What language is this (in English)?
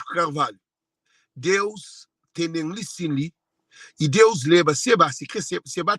Kabuverdianu